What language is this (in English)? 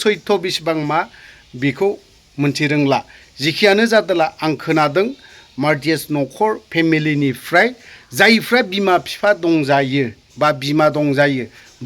Bodo